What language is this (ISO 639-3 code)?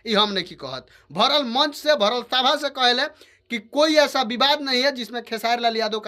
bho